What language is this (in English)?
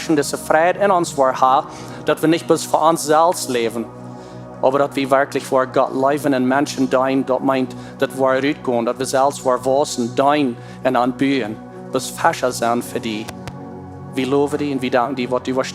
Plautdietsch